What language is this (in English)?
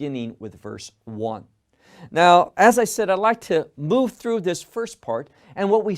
English